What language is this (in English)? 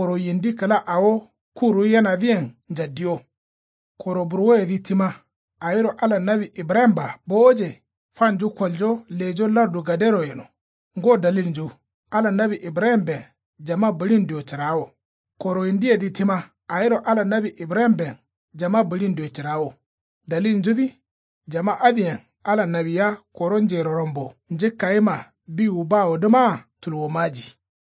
Kanuri